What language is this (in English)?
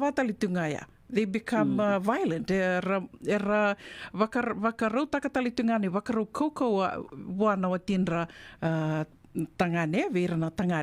Fijian